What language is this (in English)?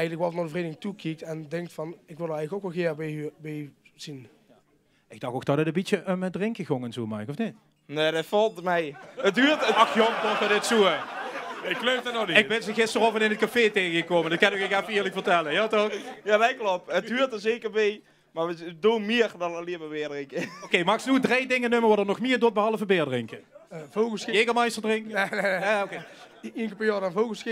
Limburgish